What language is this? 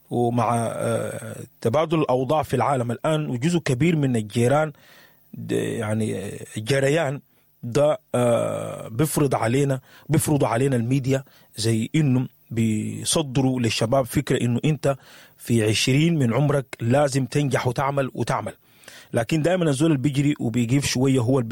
Sudanese Arabic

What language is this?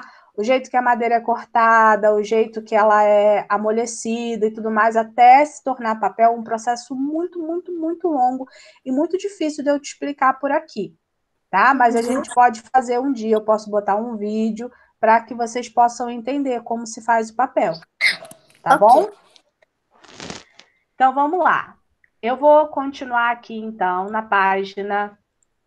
Portuguese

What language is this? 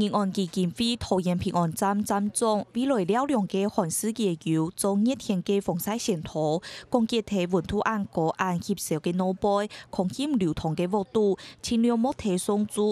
Hakka Chinese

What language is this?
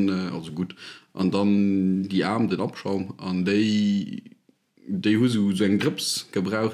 Luxembourgish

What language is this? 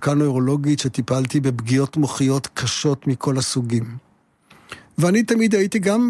Hebrew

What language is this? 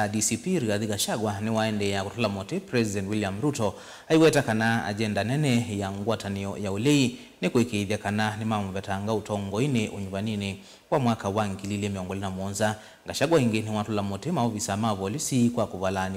Kamba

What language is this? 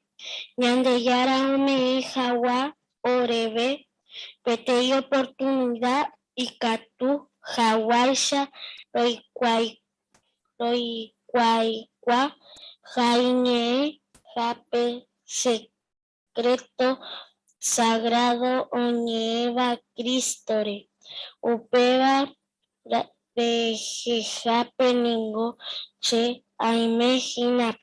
Guarani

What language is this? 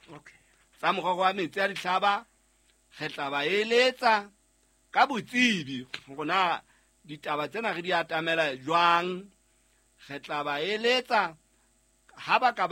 Southern Sotho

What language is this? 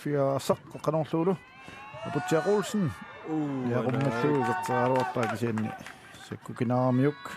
Kalaallisut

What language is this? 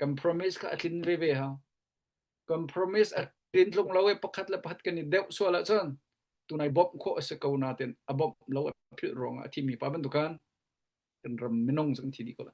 Hakha Chin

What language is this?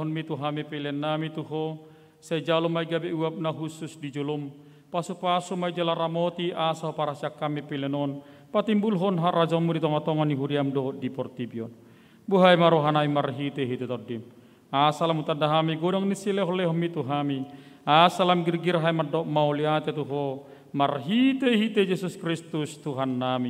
Batak Toba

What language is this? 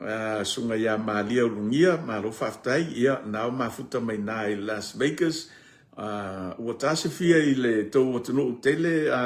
Samoan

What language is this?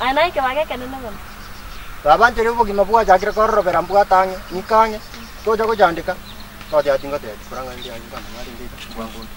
Gusii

